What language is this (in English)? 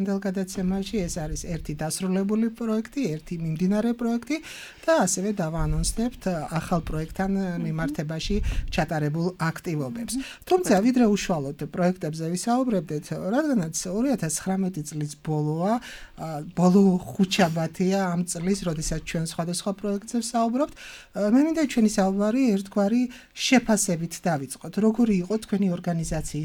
Georgian